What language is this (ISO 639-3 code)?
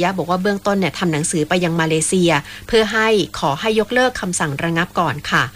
tha